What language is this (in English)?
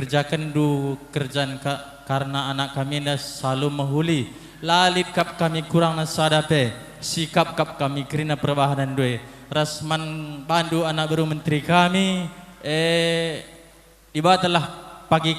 Batak Karo